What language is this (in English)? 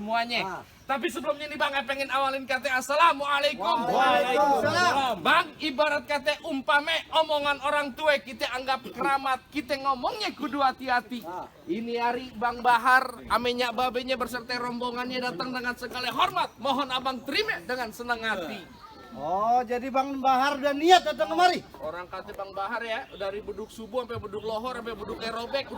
Betawi